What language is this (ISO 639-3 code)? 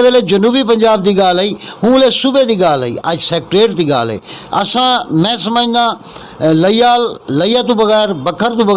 skr